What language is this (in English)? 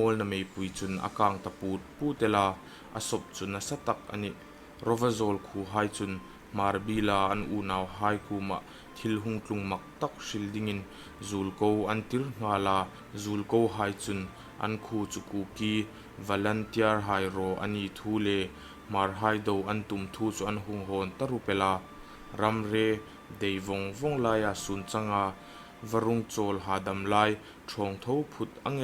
Hmar